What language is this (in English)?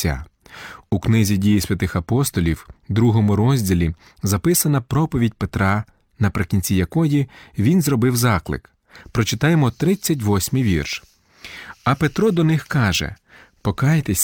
Ukrainian